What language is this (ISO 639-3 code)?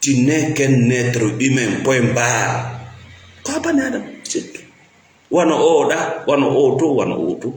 ful